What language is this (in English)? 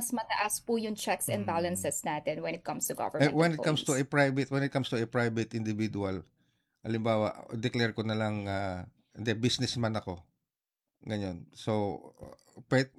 Filipino